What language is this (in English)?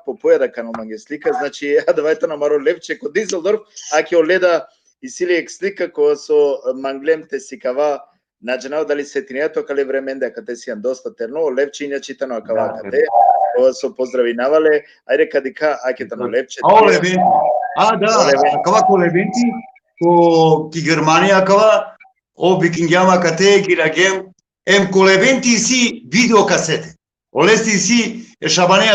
Balkan Romani